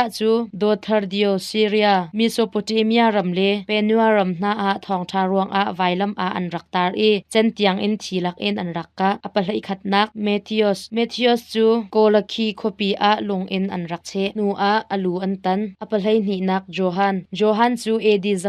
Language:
Hakha Chin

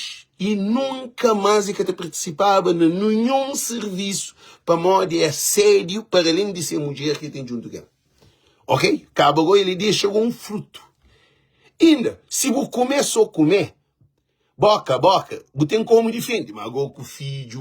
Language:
Kabuverdianu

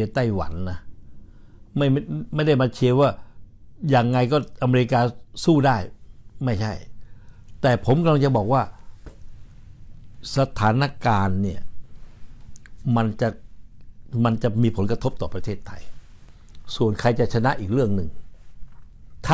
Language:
Thai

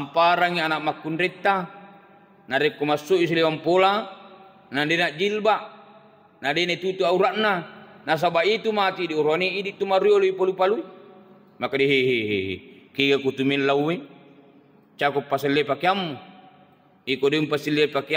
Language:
Buginese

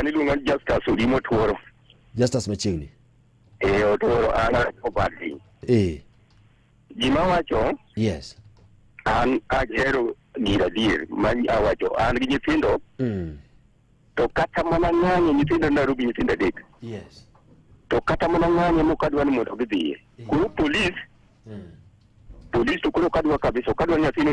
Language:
Luo (Kenya and Tanzania)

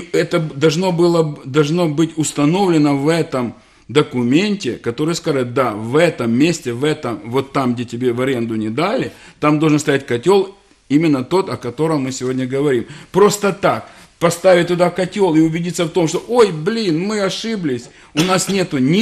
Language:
Russian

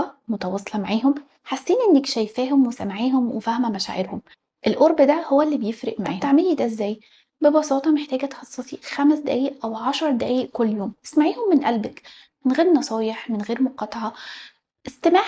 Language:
Egyptian Arabic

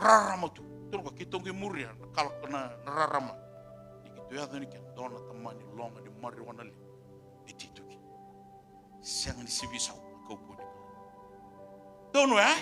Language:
Fijian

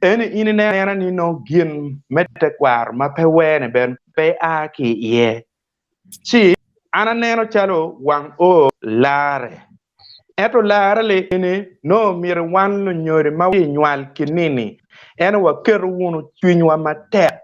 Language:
Acoli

